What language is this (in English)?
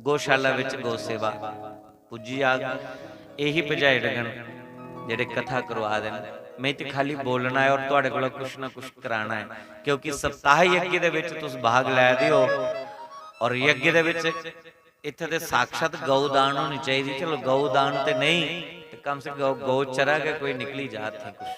Dogri